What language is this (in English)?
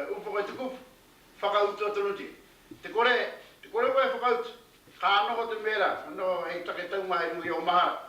Māori